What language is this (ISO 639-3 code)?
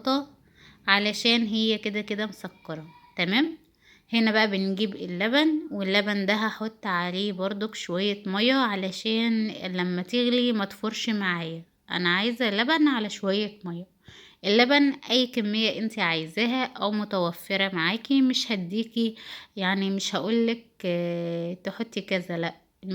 arz